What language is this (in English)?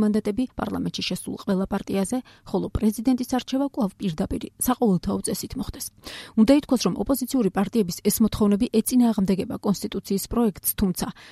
Georgian